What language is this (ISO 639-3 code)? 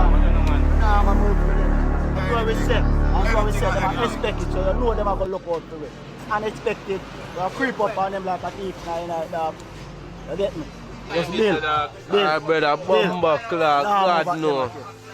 jam